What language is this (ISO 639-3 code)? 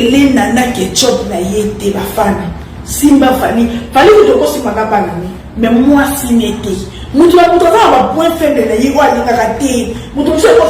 lin